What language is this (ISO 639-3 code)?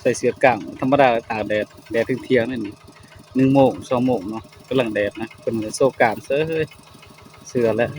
tts